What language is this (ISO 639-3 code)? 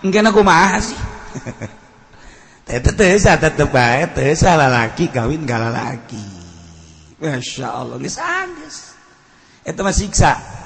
sun